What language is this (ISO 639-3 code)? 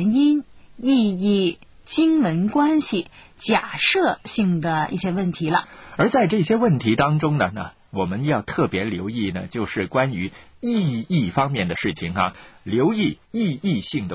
zho